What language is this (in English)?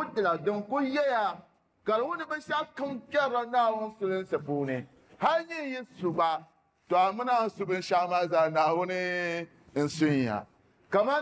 Dagbani